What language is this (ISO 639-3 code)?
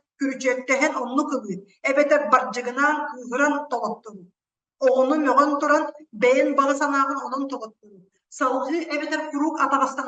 sah